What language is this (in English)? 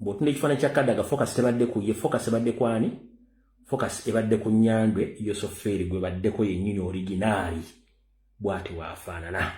Ganda